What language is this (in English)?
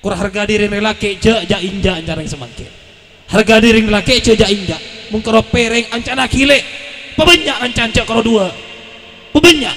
Madurese